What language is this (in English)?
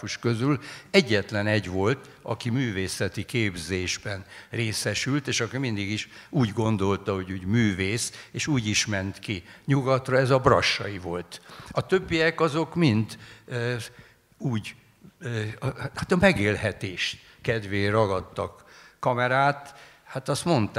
Hungarian